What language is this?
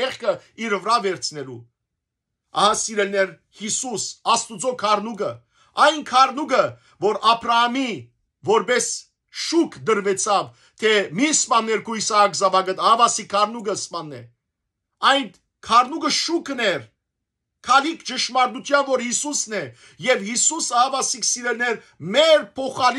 Western Armenian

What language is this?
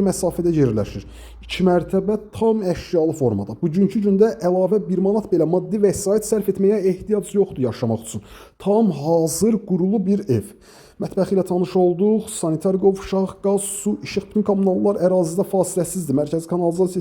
Azerbaijani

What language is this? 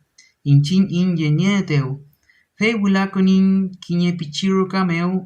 Mapuche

